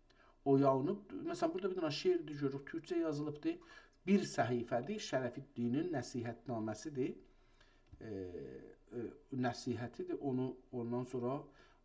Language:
South Azerbaijani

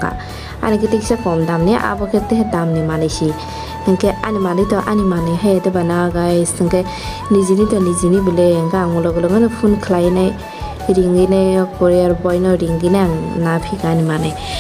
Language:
Kok Borok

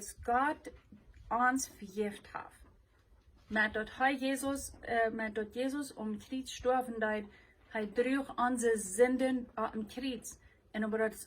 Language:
Plautdietsch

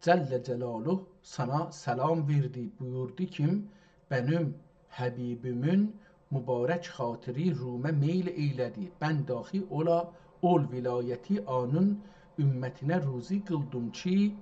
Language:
South Azerbaijani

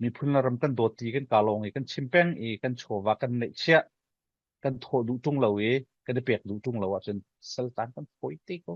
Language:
Falam Chin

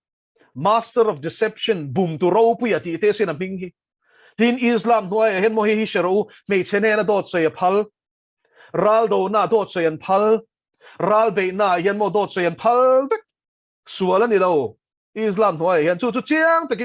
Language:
Mizo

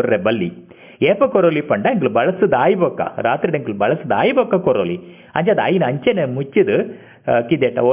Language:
Tulu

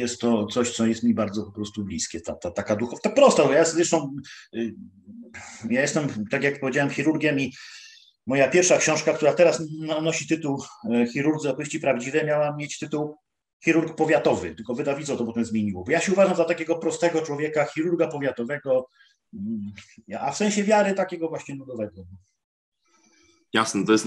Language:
Polish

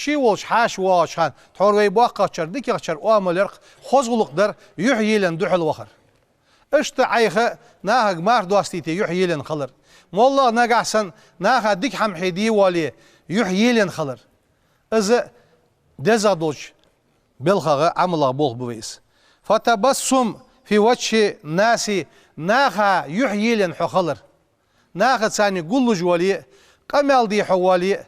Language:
Ingush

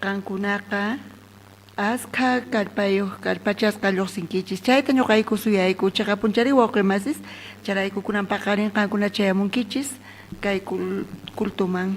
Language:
South Bolivian Quechua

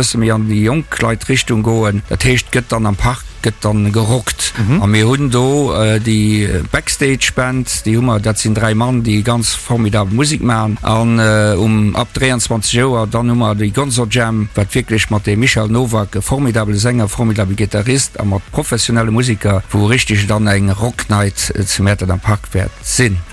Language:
Luxembourgish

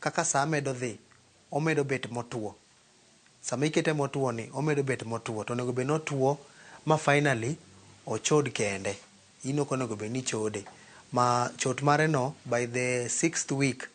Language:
Luo (Kenya and Tanzania)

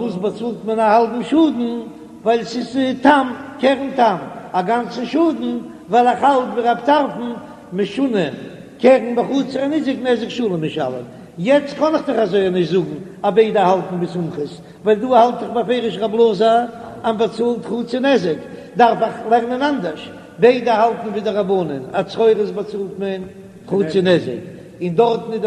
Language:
Yiddish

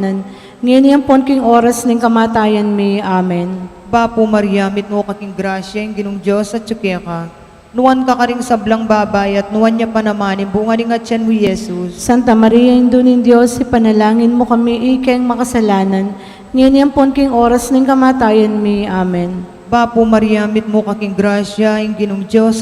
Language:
Pampanga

